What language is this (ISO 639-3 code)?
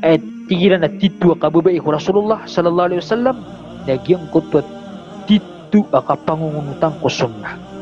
mrw